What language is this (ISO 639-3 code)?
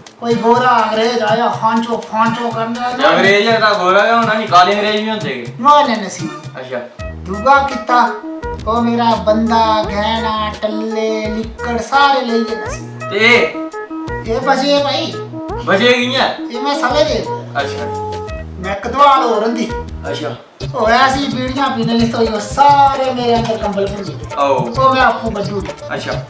doi